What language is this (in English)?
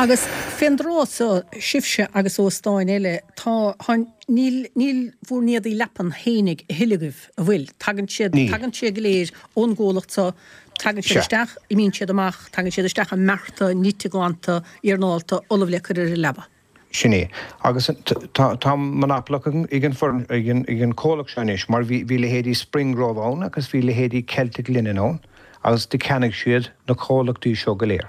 Irish